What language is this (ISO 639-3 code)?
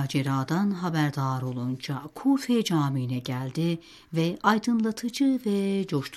tur